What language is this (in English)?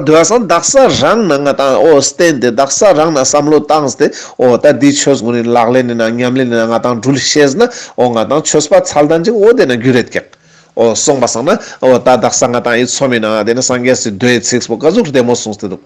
Ladakhi